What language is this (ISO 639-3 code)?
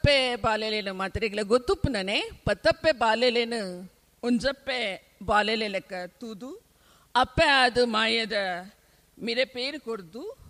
tcy